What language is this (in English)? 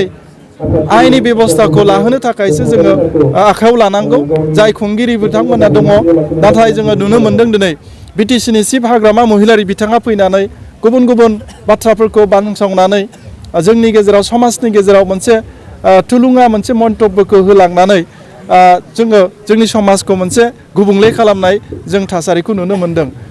Bodo